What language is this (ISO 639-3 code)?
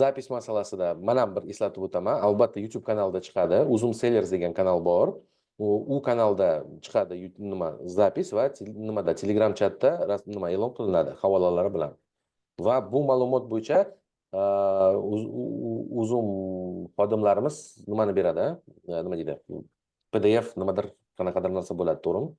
uzb